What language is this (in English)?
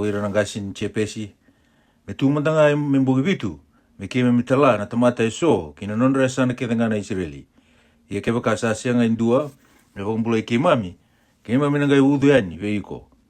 Fijian